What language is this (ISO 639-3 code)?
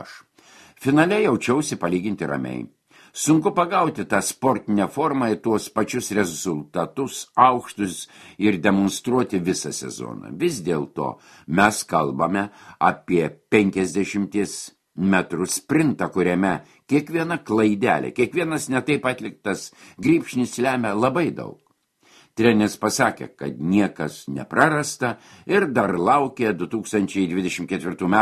lit